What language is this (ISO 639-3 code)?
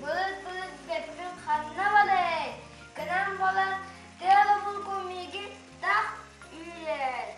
sah